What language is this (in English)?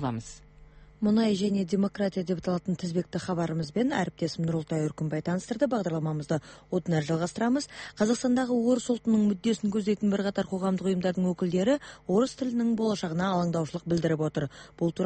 Kazakh